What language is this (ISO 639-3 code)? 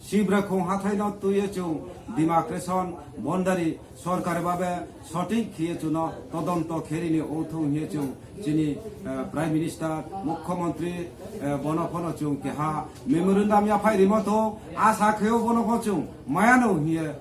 trp